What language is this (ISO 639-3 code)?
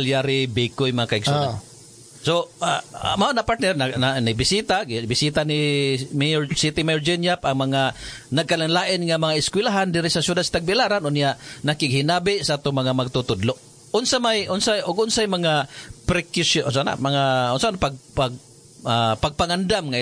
ceb